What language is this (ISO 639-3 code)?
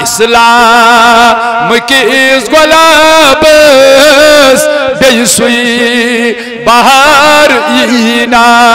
kas